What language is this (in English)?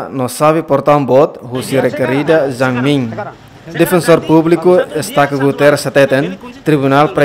Tetum